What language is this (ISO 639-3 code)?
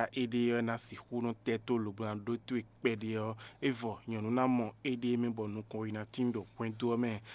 fon